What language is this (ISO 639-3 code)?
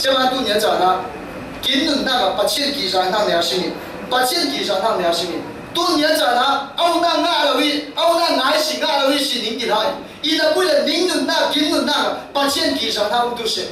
cfm